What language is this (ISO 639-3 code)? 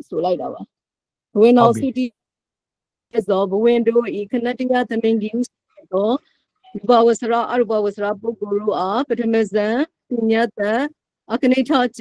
mya